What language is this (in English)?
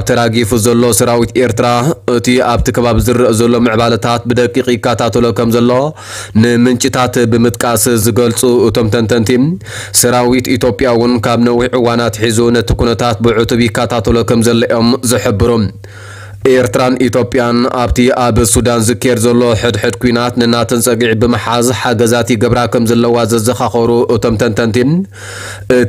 Tigrinya